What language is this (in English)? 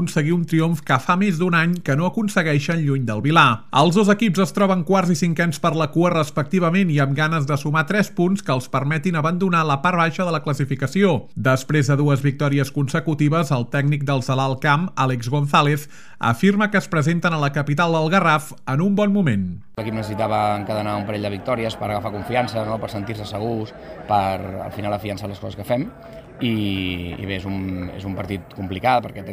Catalan